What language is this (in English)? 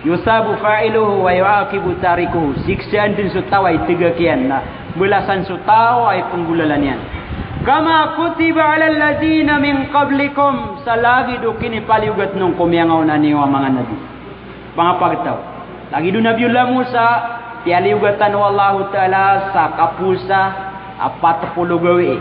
Maranao